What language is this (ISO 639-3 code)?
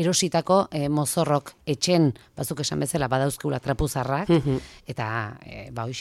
eus